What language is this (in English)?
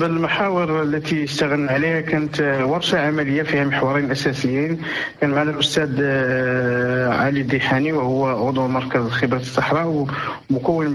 Moroccan Arabic